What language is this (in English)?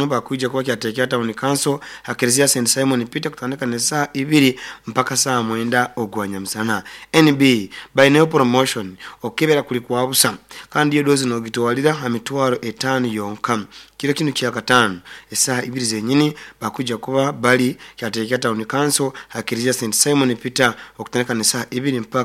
Nyoro